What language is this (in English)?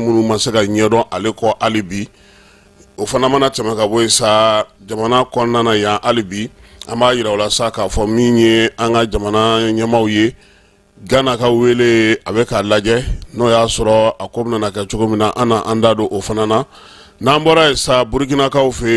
Bambara